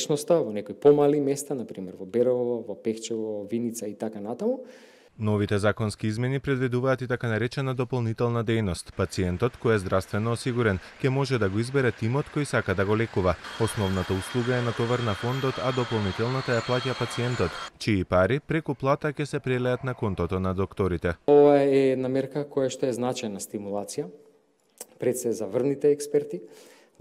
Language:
Macedonian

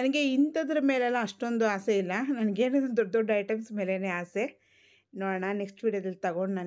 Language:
Kannada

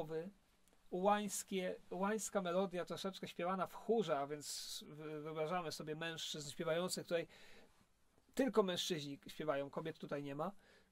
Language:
Polish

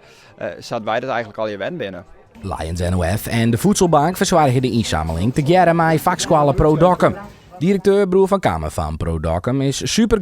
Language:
Western Frisian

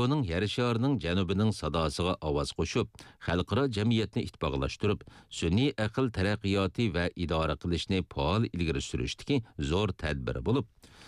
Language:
Uyghur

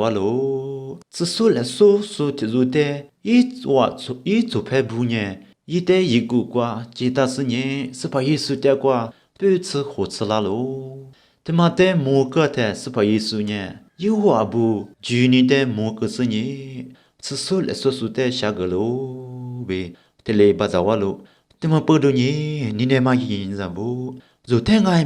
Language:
Lisu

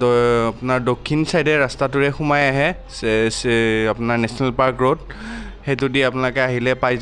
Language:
Assamese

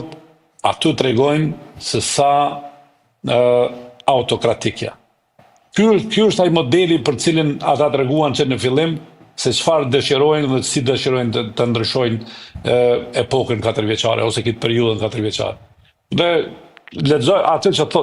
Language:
Albanian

